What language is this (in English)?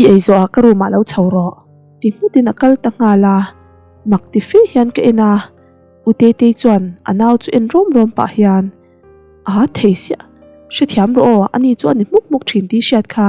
Mizo